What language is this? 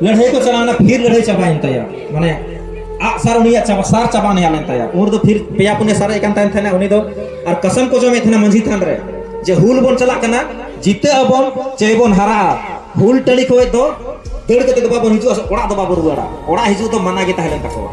Santali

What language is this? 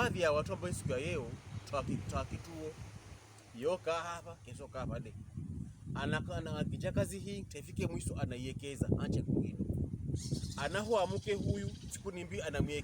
Pokomo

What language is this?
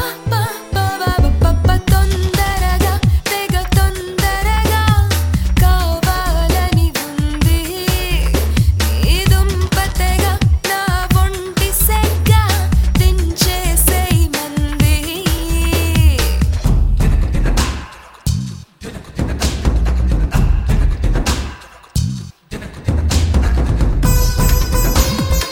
Telugu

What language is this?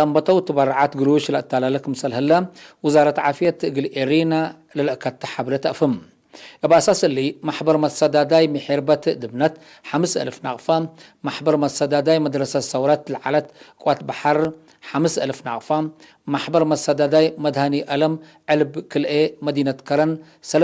Tigre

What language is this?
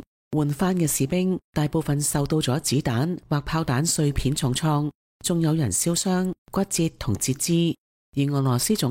Cantonese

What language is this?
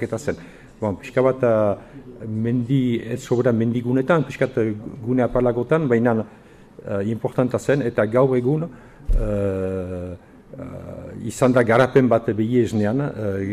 Basque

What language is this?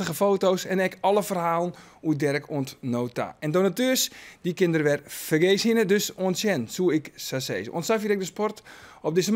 Western Frisian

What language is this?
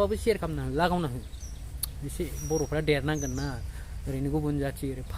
Bodo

